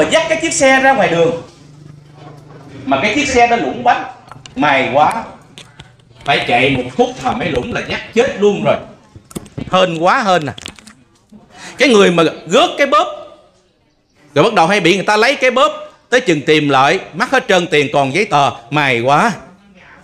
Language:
Vietnamese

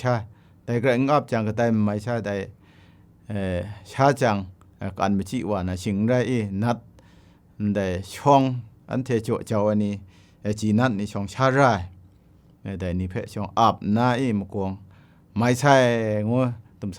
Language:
Kachin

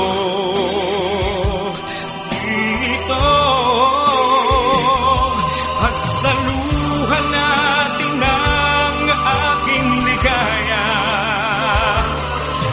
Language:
Filipino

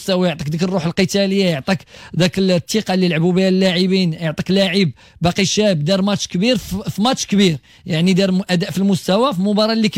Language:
Moroccan Arabic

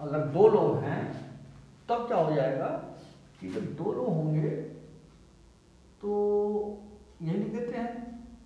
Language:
Hindi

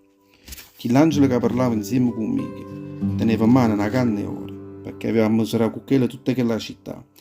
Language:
Neapolitan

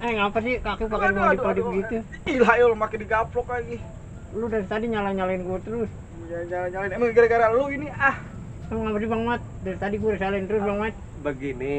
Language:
Betawi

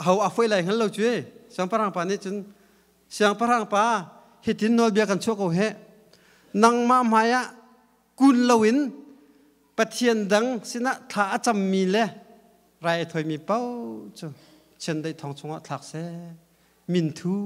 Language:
Hakha Chin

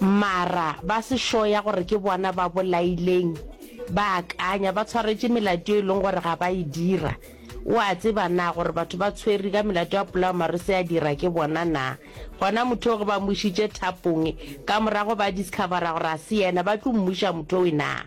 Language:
Northern Sotho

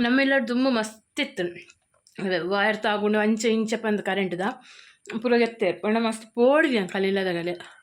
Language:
Tulu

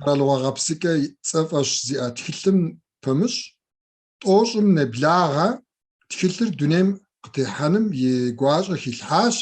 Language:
Kabardian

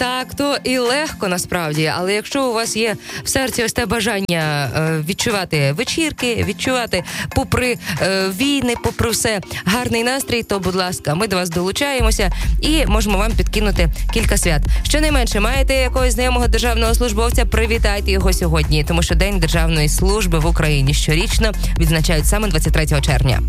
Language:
Ukrainian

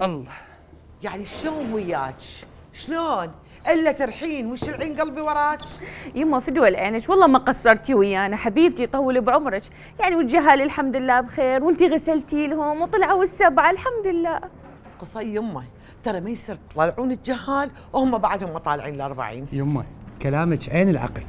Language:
Mesopotamian Arabic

